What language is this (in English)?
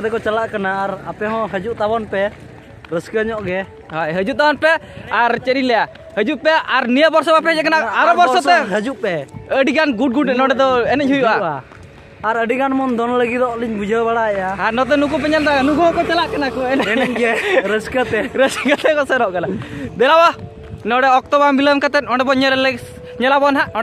Santali